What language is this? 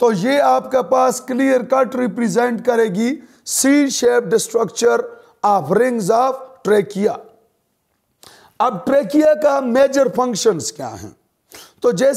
Hindi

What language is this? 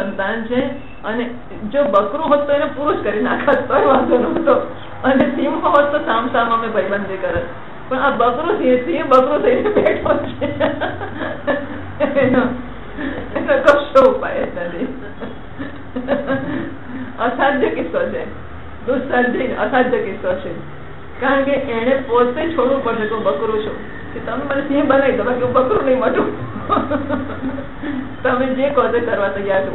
Gujarati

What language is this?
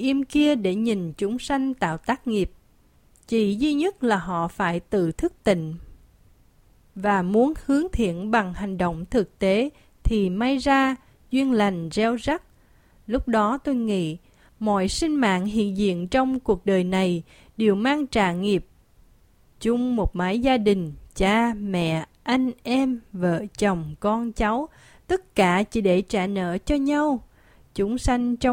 Vietnamese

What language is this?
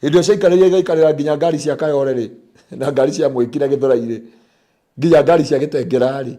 Kikuyu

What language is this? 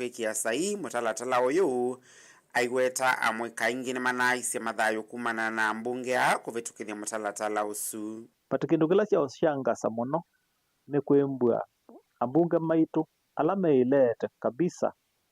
Kamba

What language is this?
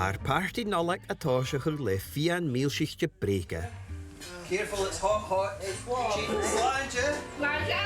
Scottish Gaelic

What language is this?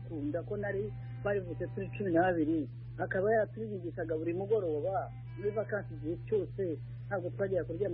Kinyarwanda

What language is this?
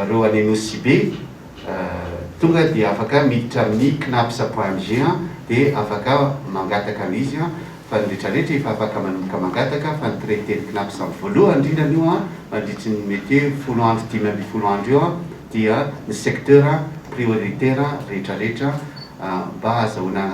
Malagasy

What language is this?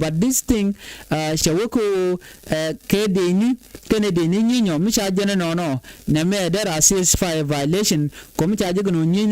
Nuer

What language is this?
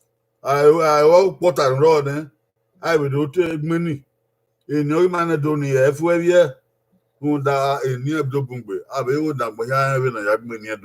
Bini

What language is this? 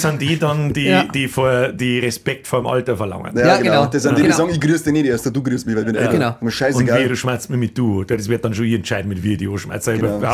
Bavarian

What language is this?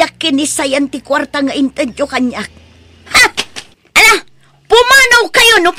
Iloko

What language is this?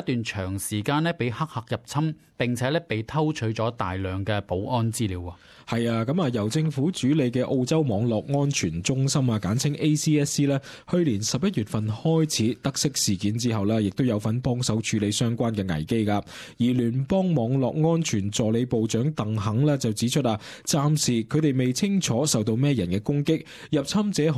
Cantonese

